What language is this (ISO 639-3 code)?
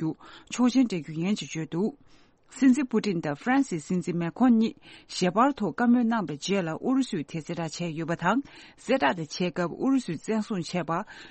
bod